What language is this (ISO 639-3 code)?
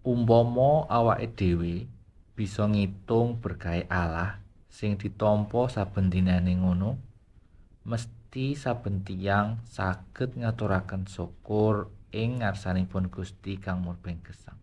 jav